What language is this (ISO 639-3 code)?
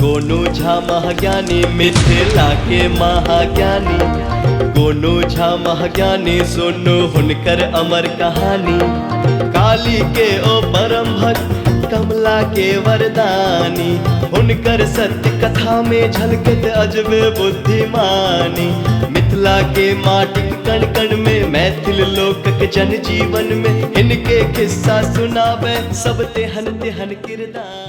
mai